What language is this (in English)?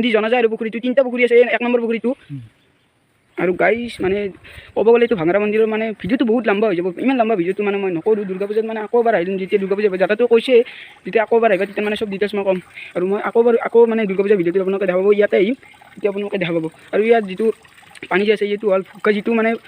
Assamese